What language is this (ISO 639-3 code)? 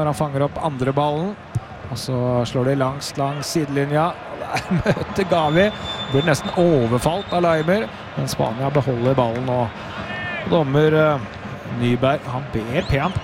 nor